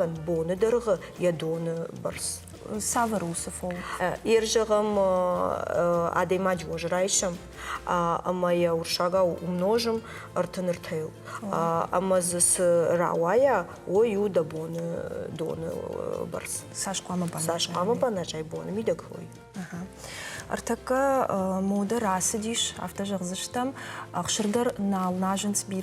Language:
Ossetic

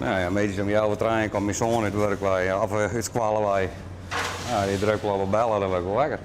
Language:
Western Frisian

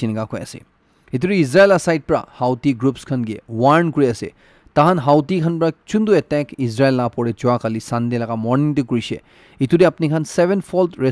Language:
Naga Pidgin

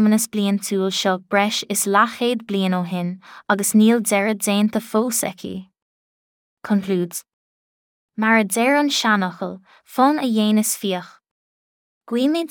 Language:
Irish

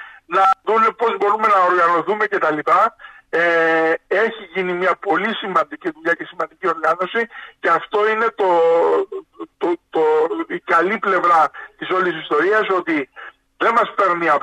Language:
Greek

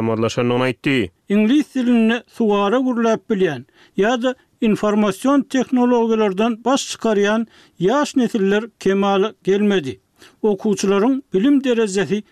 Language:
Turkmen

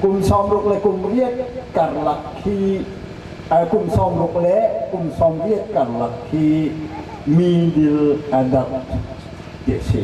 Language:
Falam Chin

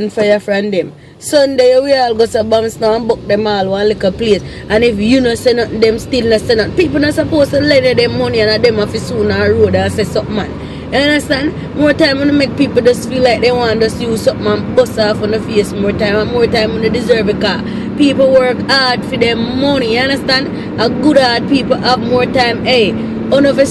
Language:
Jamaican Creole English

